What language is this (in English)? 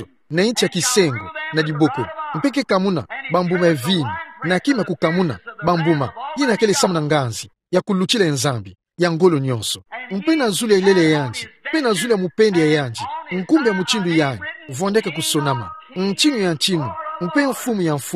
Kituba (Democratic Republic of Congo)